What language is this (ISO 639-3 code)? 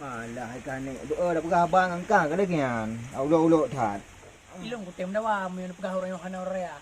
ace